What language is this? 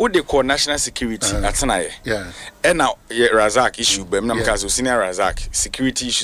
Akan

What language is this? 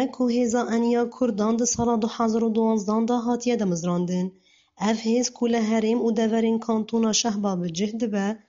Kurdish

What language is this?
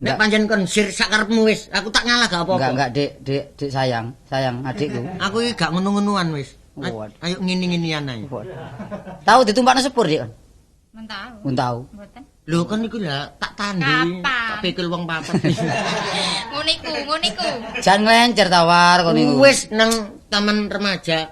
Javanese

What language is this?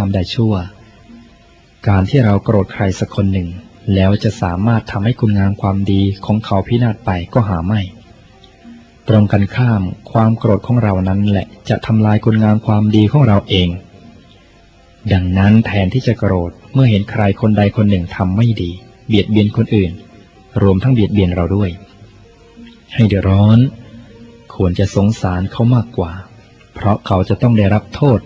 Thai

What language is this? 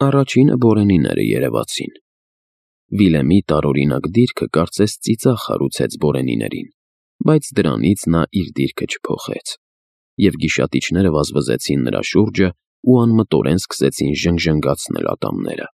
Armenian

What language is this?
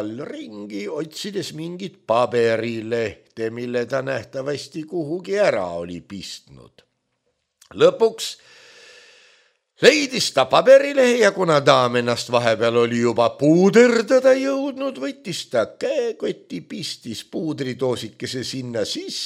Estonian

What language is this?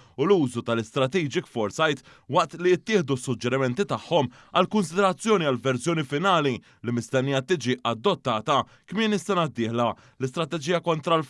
Maltese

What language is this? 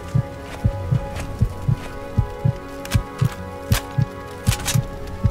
Russian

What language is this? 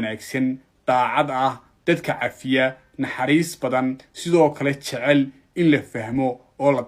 Somali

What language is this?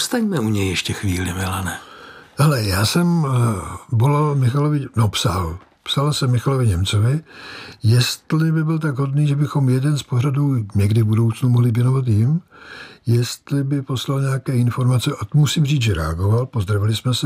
Czech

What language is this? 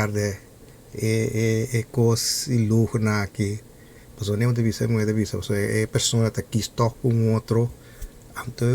Papiamento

